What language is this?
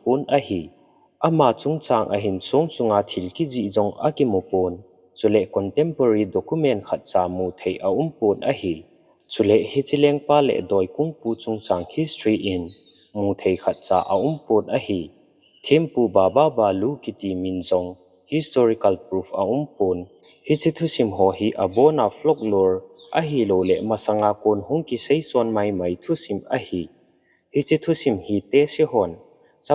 Thado Chin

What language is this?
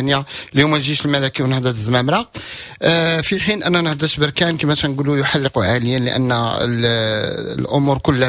Moroccan Arabic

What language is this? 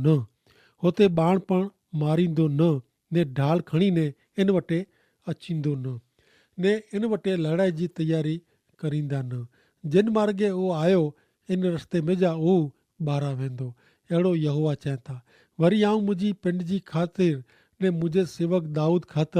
Kachhi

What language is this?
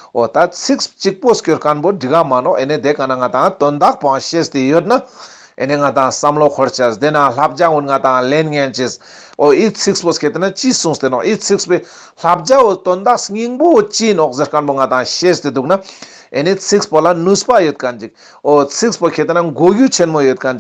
Ladakhi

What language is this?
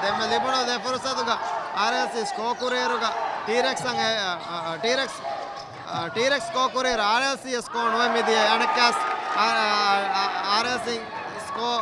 Divehi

